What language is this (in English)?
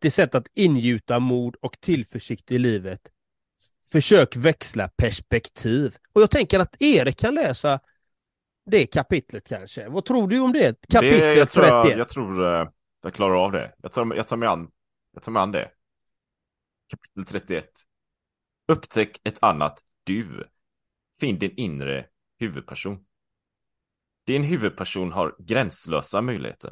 Swedish